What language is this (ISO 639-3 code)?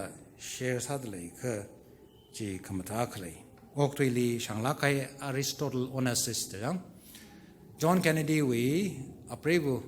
nmf